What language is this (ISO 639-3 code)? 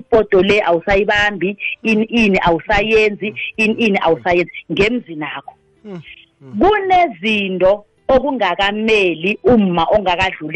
nbl